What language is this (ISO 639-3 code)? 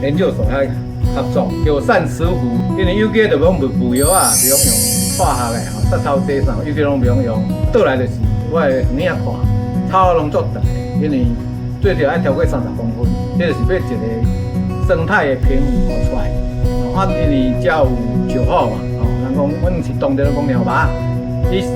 nan